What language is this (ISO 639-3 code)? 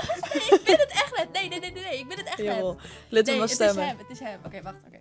fry